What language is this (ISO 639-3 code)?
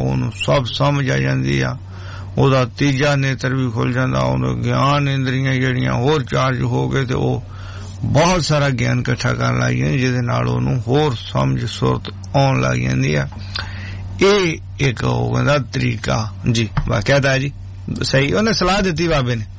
pan